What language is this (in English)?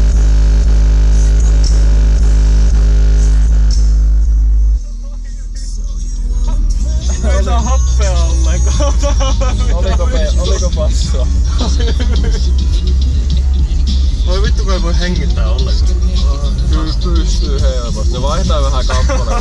Finnish